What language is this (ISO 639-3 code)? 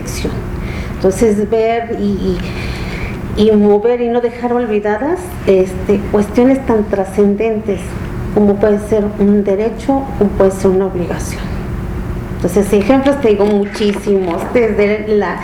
spa